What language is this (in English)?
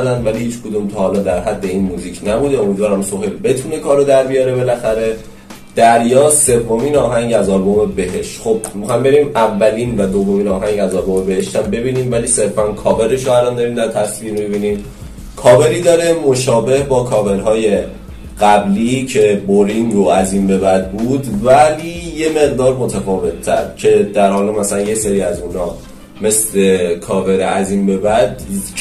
Persian